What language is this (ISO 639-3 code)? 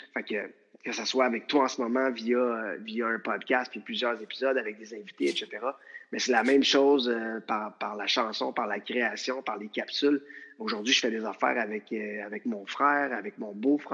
fra